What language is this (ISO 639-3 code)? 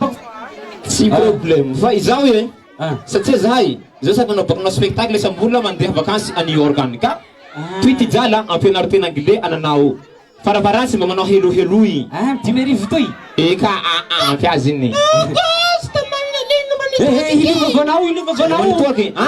mlg